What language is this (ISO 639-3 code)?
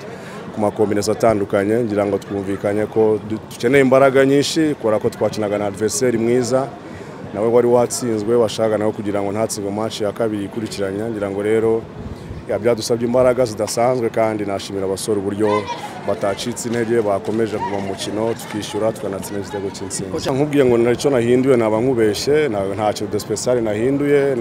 kin